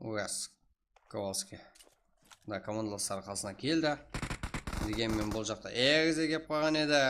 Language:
Kara-Kalpak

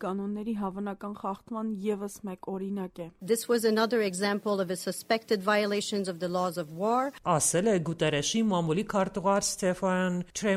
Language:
Armenian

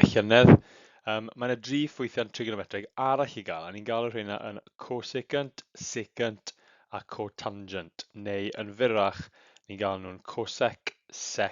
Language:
Welsh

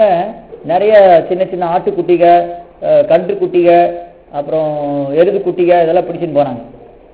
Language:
Tamil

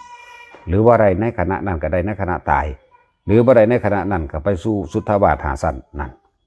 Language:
Northeastern Thai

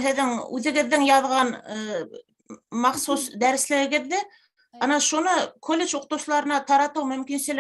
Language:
Bashkir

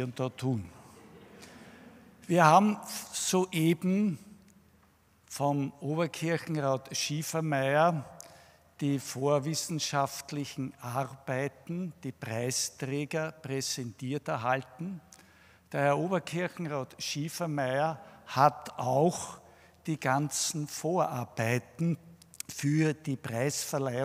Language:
German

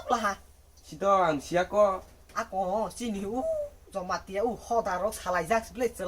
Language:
Kok Borok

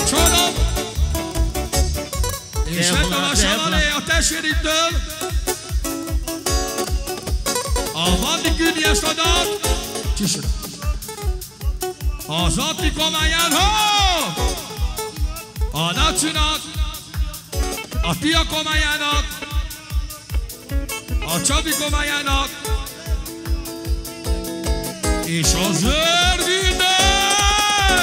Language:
Hungarian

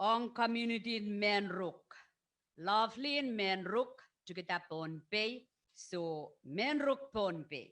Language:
Pohnpeian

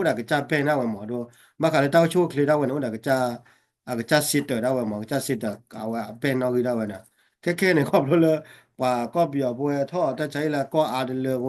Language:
S'gaw Karen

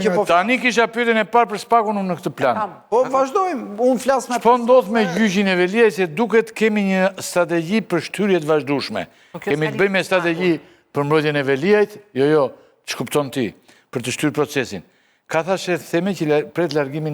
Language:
Albanian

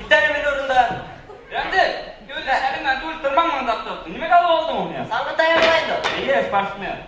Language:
Bashkir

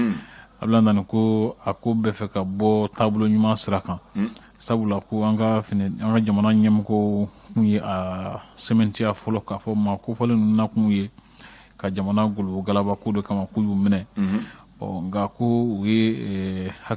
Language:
Bambara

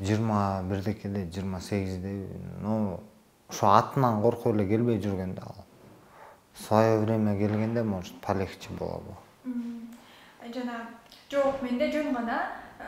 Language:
Kyrgyz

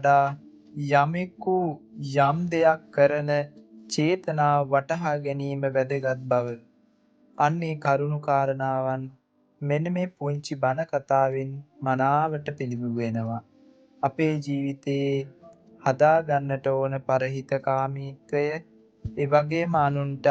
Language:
Sinhala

